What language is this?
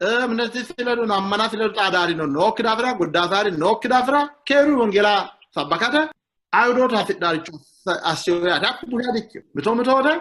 Sidamo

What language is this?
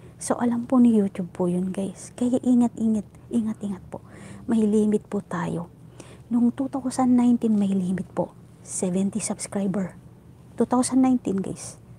Filipino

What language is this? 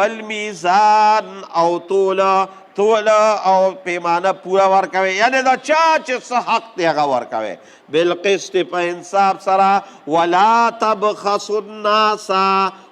Pashto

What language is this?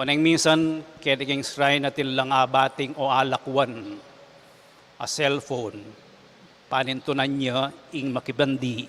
Pampanga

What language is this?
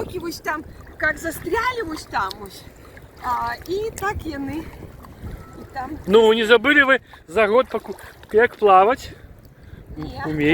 Belarusian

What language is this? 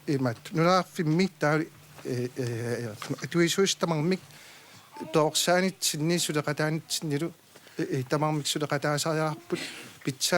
Kalaallisut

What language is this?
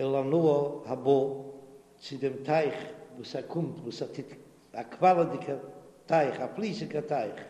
Yiddish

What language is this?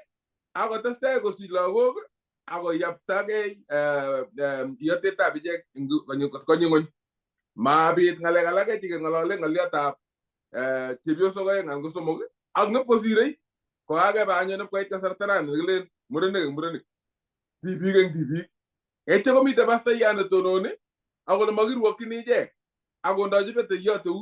Kalenjin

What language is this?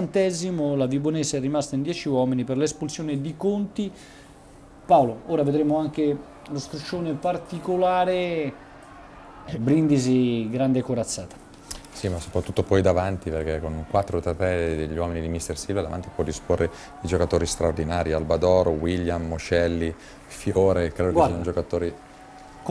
Italian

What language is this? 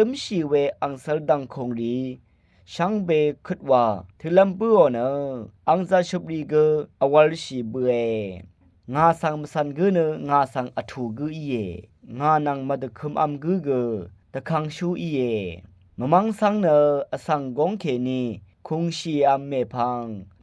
Rawang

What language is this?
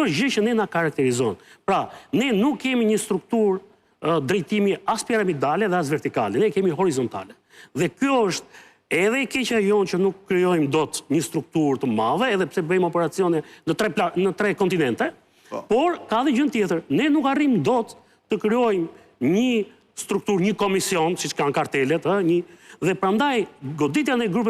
Albanian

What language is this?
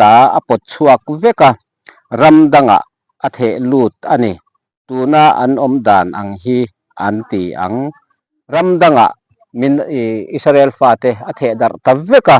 Mizo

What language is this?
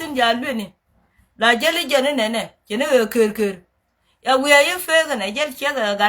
Nuer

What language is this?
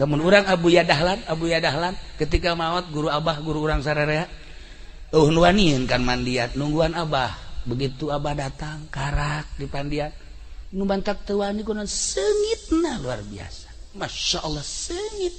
Sundanese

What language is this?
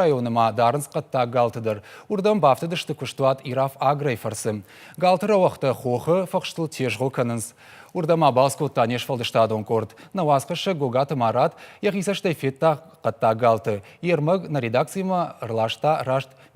Ossetic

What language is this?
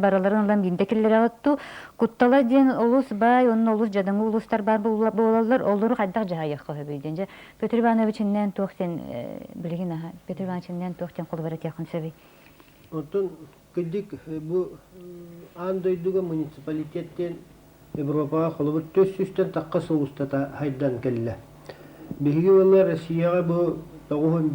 Yakut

